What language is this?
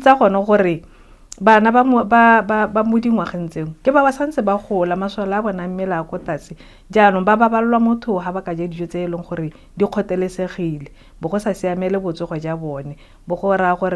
Tswana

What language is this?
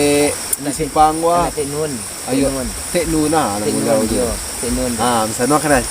Minangkabau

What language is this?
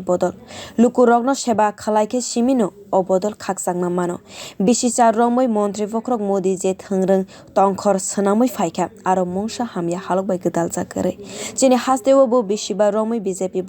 Kok Borok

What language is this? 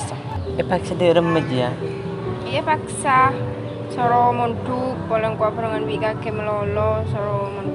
Madurese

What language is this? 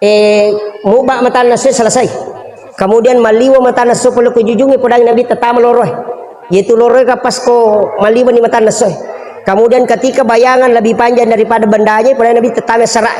Buginese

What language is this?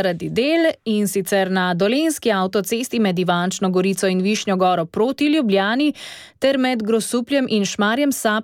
Slovenian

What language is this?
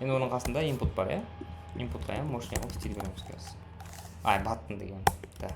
Kara-Kalpak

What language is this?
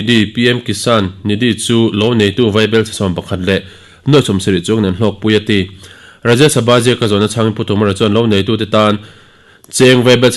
Mizo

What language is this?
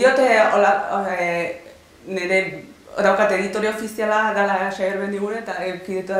Basque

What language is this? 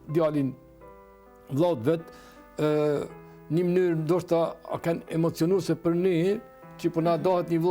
Albanian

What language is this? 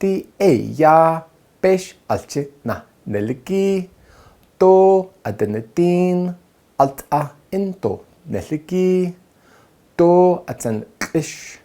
Navajo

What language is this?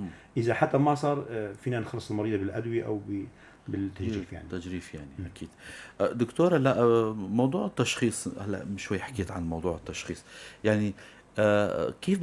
North Levantine Arabic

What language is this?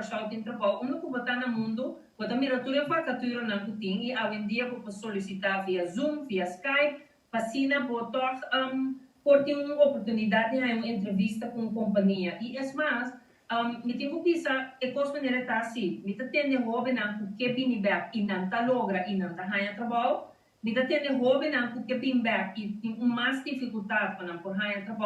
Papiamento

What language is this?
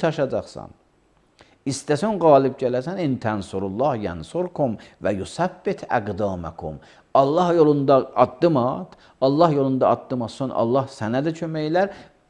Azerbaijani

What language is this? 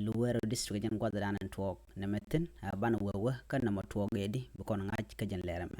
Nuer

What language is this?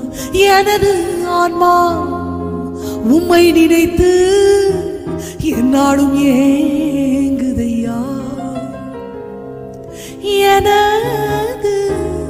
Tamil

